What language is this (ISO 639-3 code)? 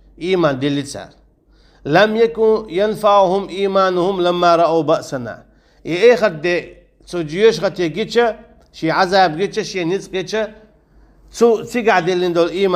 che